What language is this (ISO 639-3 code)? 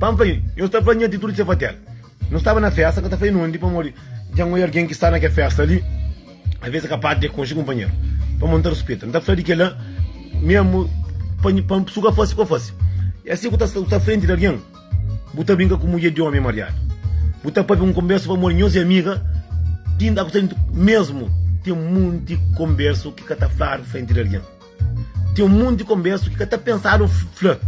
kea